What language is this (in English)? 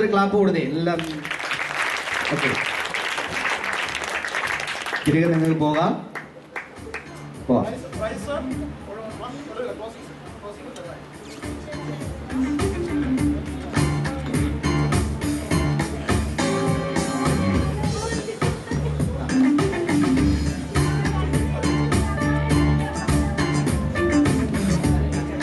Malayalam